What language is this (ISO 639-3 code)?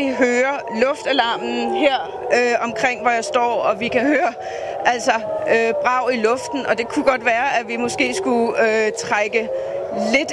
dan